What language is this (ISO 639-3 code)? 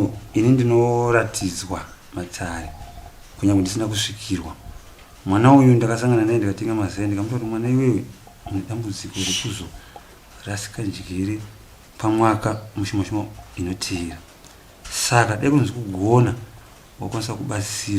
sna